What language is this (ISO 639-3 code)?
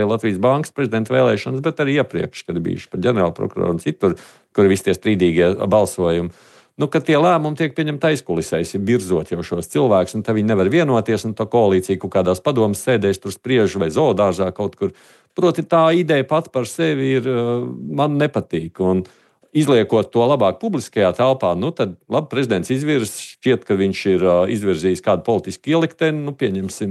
lav